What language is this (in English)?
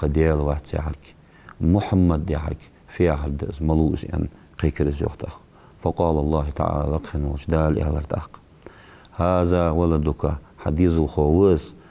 Ingush